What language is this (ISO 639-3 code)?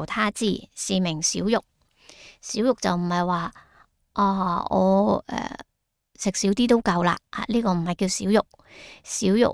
yue